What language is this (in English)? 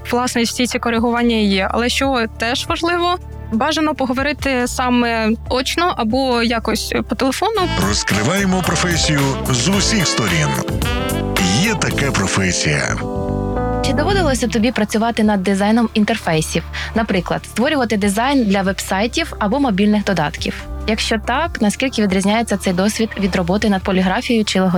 Ukrainian